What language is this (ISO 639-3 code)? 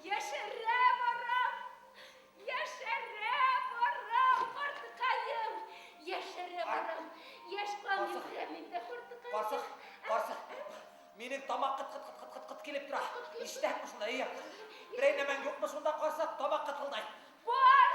bak